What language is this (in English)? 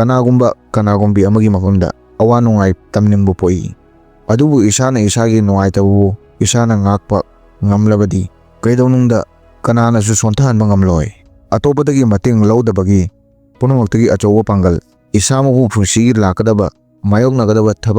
Manipuri